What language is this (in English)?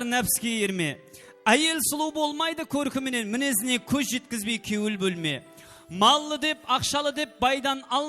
Kara-Kalpak